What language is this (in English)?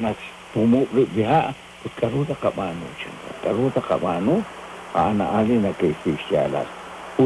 Kekchí